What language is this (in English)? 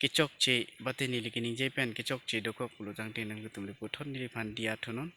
Karbi